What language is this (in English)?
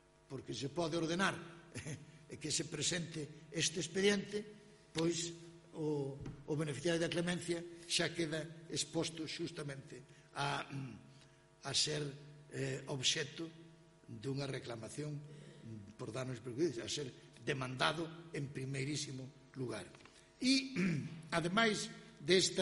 Galician